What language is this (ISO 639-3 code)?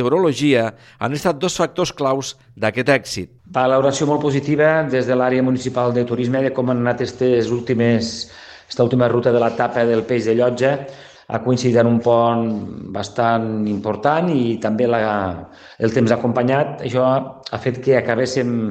cat